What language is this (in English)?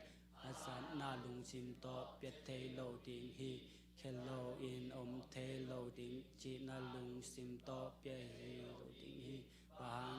Tedim Chin